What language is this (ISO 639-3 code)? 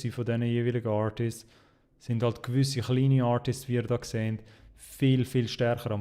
gsw